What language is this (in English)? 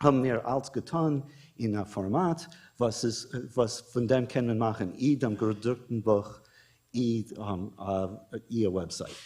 Yiddish